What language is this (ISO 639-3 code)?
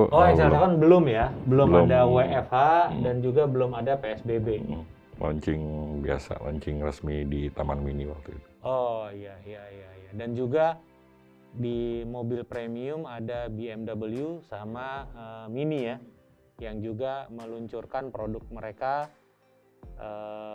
ind